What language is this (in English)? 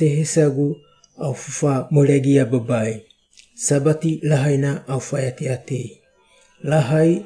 Wagawaga